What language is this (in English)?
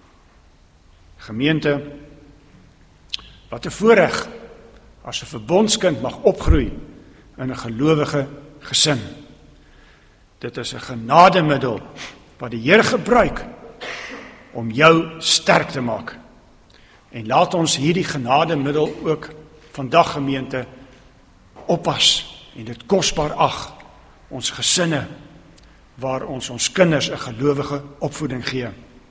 Afrikaans